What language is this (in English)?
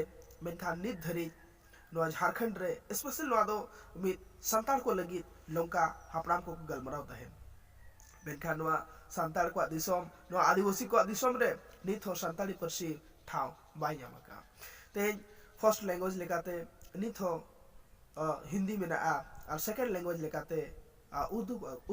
Santali